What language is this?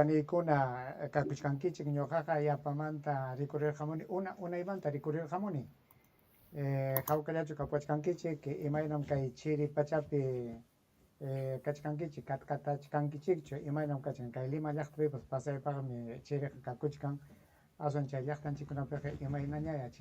Ayacucho Quechua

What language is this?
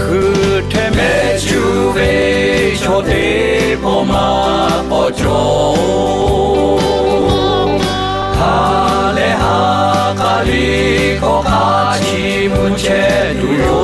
Lahu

